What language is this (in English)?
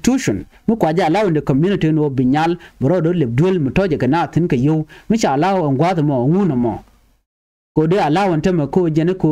Nuer